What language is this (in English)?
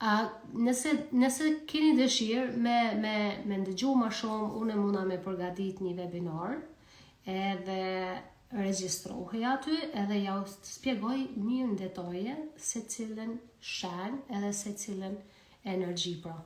Albanian